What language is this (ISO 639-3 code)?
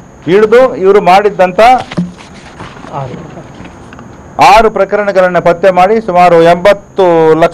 kan